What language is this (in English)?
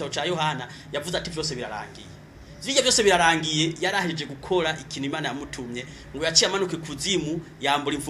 Rundi